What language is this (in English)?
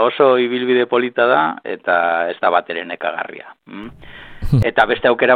Basque